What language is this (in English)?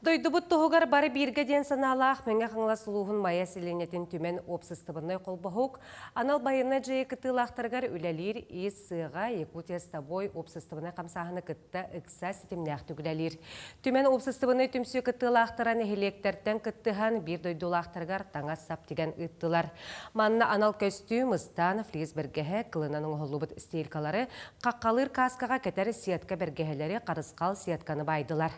Yakut